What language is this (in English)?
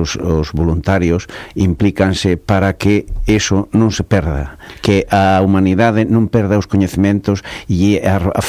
Galician